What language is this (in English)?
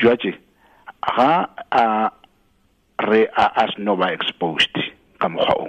Tswana